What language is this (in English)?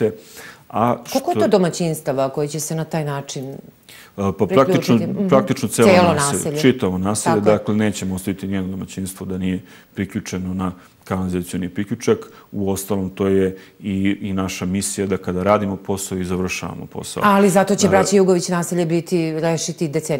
Serbian